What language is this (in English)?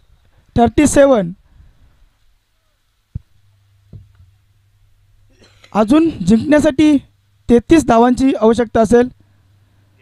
Marathi